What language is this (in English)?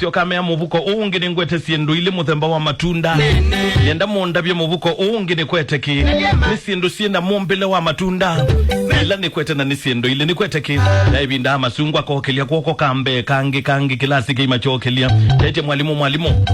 Kamba